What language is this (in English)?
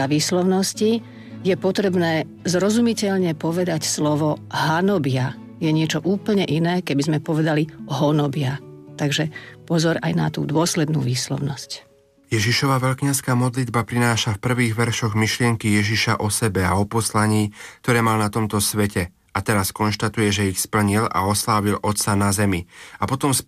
Slovak